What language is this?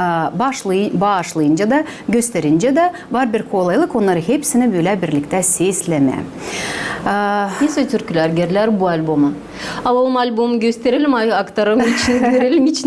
Gagauz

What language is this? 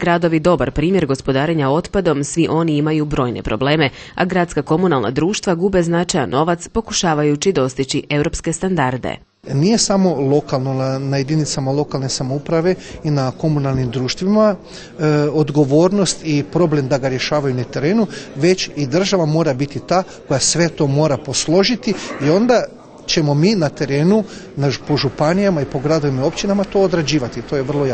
Croatian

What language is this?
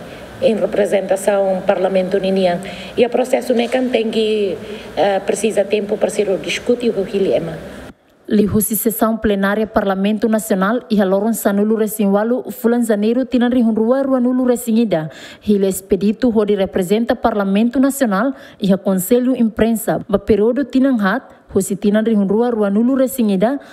Tetum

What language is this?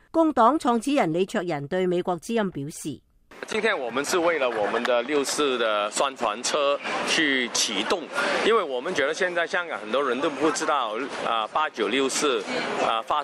Cantonese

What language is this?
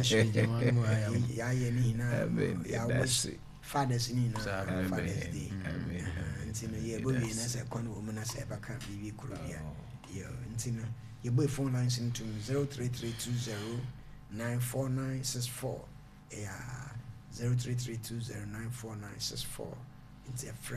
Akan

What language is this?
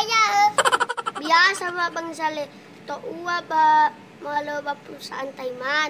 Nias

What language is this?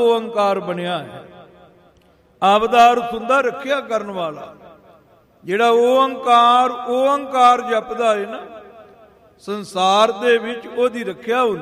Punjabi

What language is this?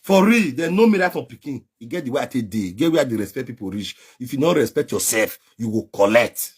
Nigerian Pidgin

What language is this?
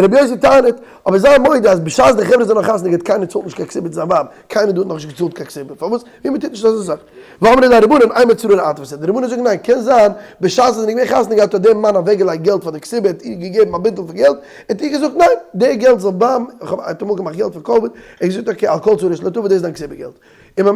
Yiddish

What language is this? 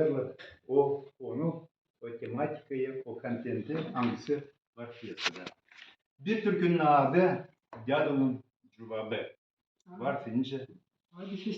Gagauz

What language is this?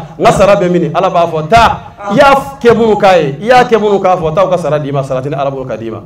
Bambara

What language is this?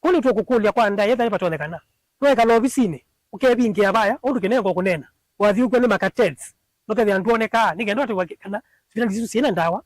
Kamba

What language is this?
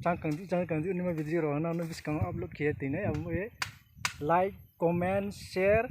Riang (India)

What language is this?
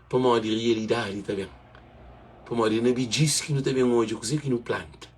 Kabuverdianu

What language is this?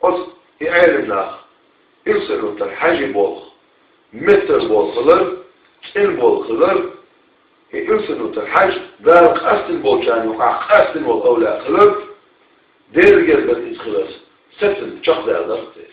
Chechen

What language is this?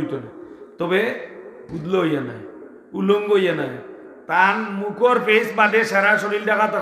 Sylheti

